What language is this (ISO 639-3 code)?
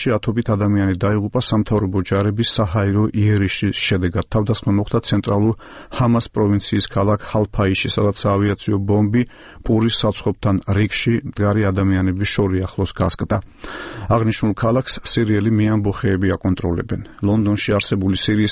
kat